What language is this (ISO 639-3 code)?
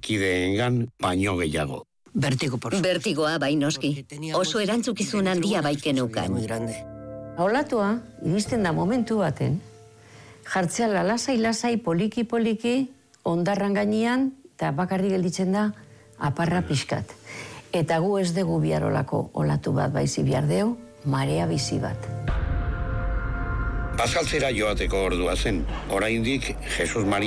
eus